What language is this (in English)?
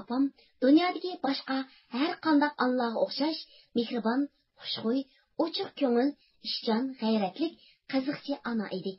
Uyghur